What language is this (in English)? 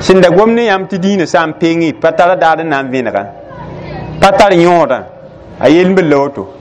Mossi